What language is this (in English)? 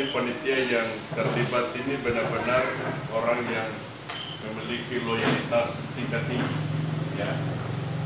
Indonesian